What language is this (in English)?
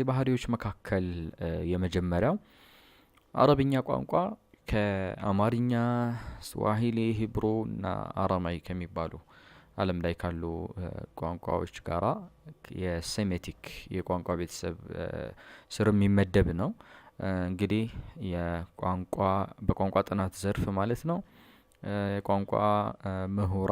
Amharic